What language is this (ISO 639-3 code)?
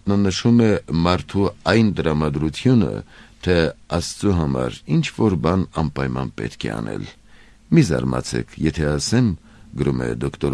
hye